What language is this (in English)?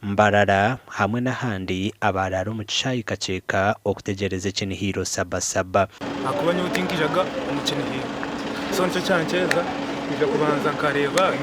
Nyankole